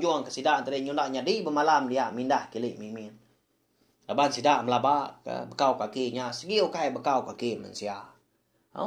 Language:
Iban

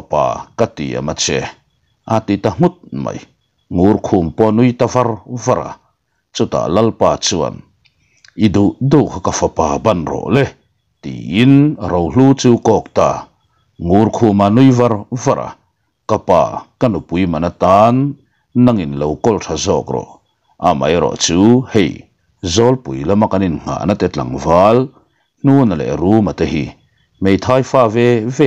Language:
Mizo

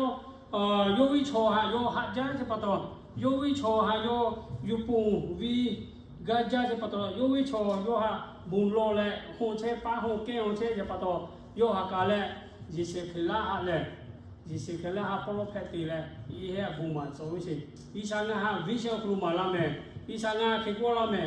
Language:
Lahu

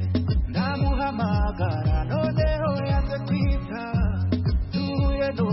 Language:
Kinyarwanda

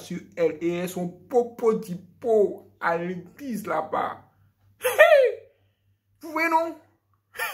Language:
French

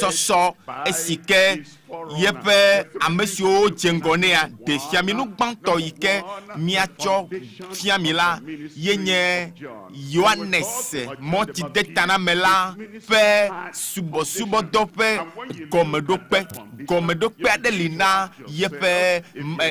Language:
Ewe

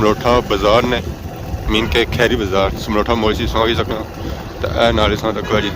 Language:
Pahari-Potwari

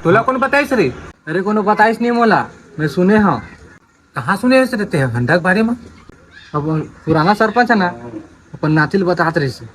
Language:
Chhattisgarhi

